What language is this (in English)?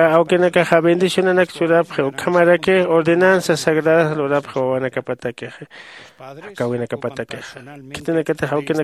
Aymara